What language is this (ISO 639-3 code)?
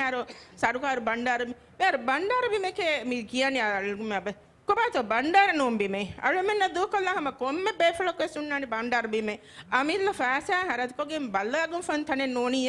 div